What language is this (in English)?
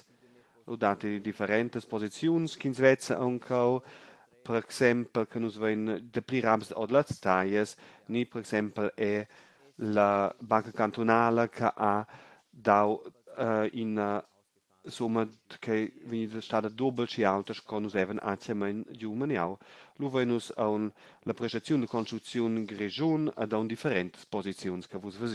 Romansh